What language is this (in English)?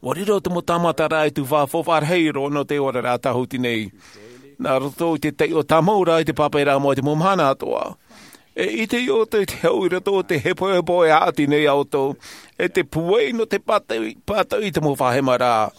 Tahitian